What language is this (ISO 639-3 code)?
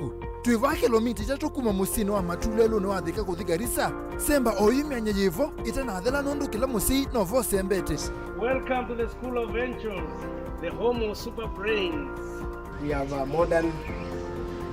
kam